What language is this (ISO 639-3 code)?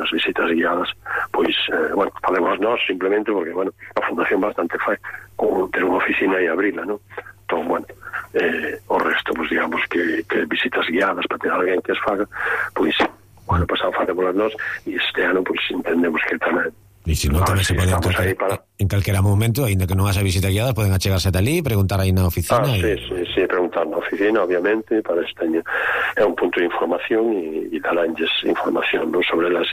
glg